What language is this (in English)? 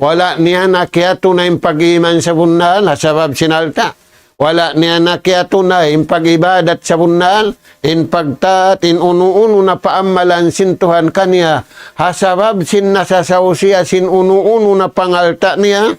Tausug